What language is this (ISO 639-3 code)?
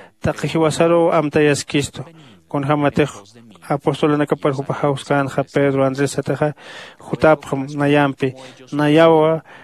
aym